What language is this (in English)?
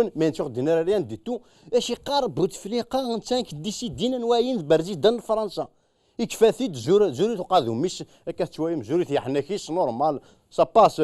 Kabyle